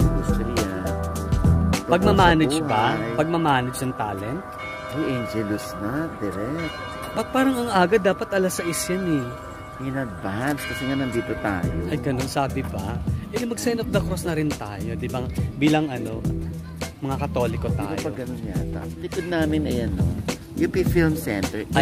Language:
Filipino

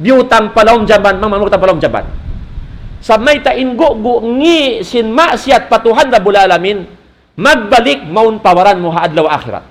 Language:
Tausug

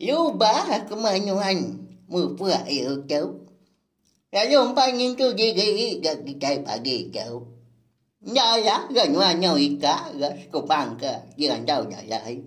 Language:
Iban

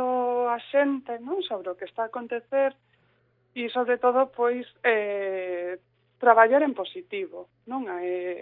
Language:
Galician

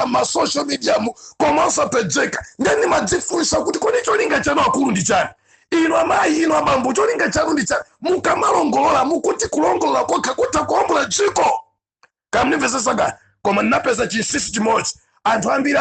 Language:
Nyanja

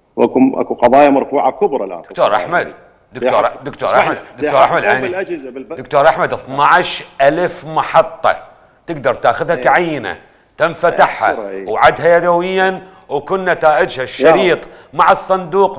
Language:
Mesopotamian Arabic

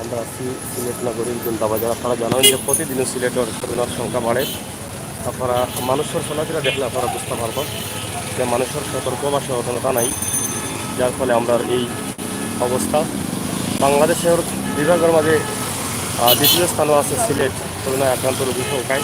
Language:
Sylheti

